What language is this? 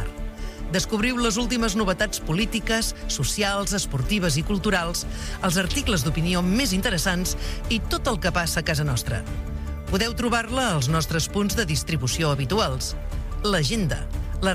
Catalan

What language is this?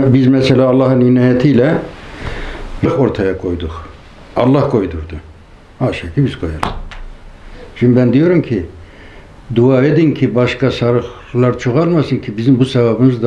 Turkish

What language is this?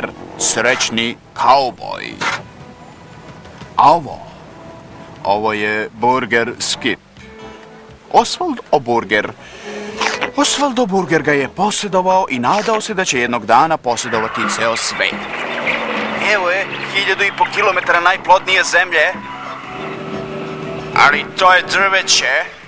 Serbian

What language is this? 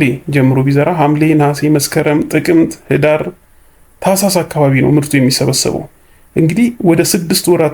Amharic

